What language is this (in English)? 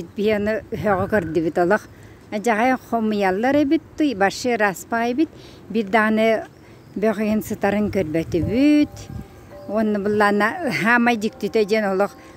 Yakut